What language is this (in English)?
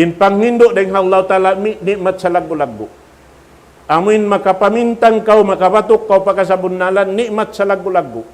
Tausug